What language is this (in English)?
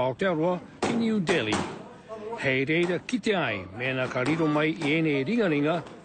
Māori